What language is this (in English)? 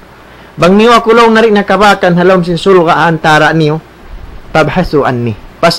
Tausug